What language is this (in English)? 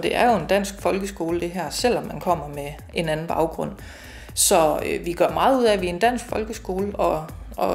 Danish